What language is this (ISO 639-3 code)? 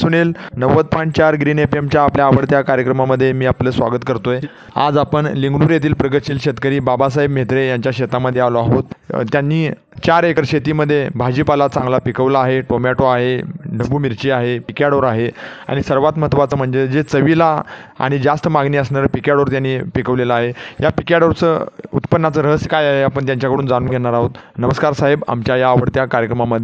mar